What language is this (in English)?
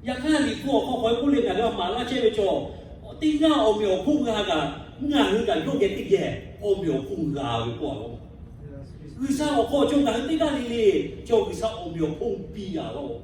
Lahu